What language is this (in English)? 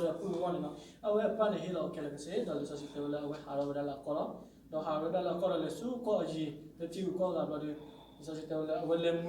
S'gaw Karen